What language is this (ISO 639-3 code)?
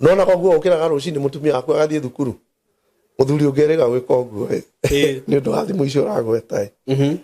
kik